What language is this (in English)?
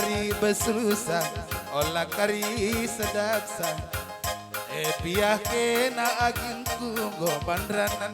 Batak Karo